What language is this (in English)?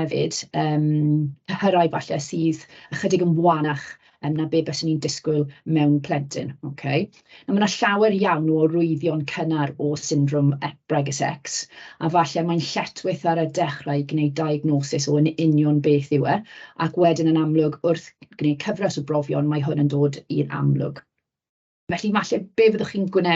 Welsh